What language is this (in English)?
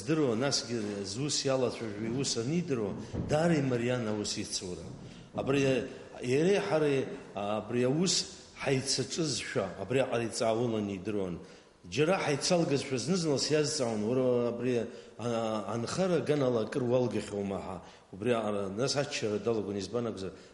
Abkhazian